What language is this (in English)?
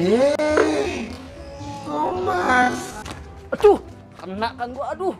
Betawi